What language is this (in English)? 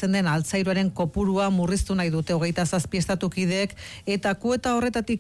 Basque